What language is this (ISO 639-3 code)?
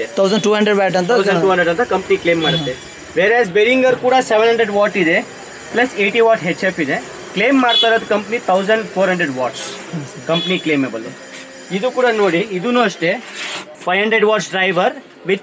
kan